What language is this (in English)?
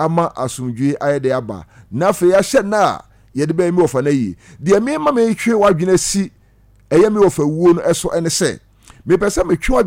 Akan